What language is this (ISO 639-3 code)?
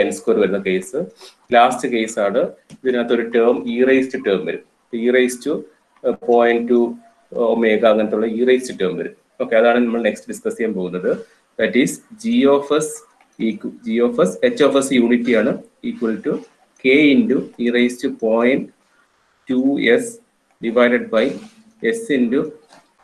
mal